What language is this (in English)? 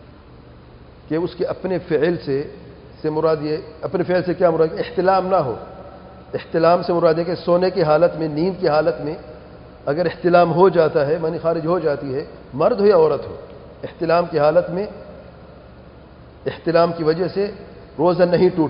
Urdu